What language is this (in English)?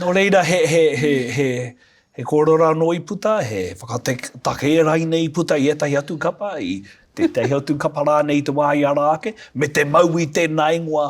Māori